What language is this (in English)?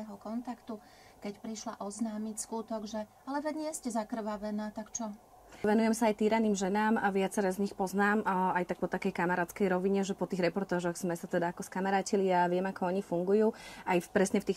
Slovak